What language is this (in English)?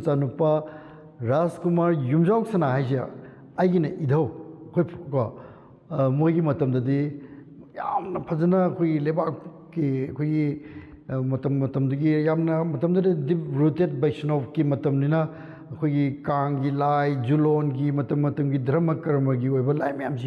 Manipuri